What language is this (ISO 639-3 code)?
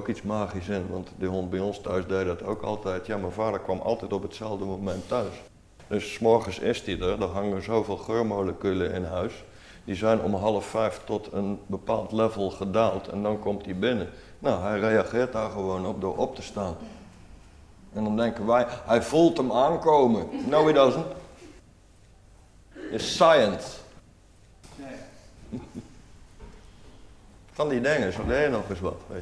nld